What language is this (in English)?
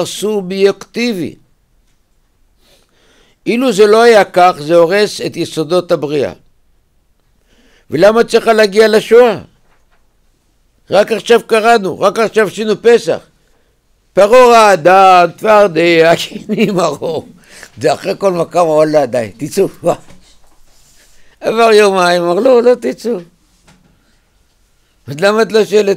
Hebrew